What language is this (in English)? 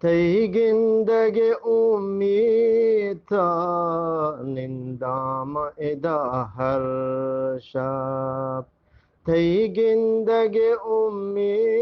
Eastern Balochi